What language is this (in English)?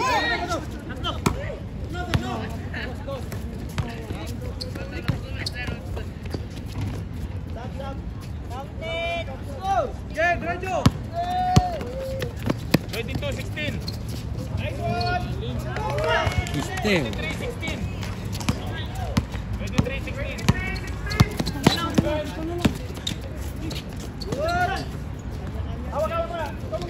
Filipino